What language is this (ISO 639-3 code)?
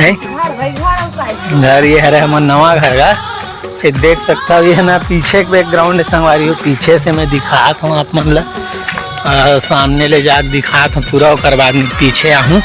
hne